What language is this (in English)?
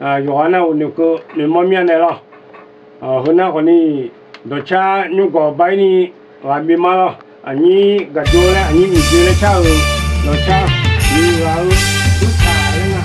Akha